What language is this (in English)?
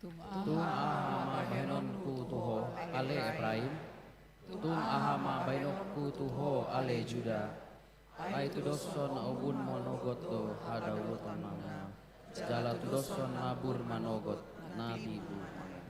Batak Toba